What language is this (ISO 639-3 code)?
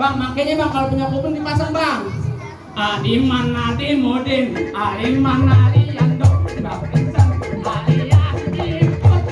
bew